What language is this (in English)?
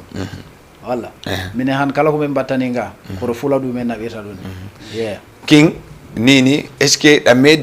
Fula